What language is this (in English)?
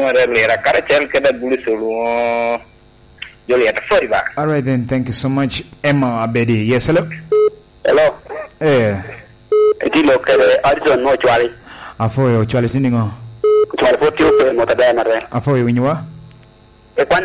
Lango (Uganda)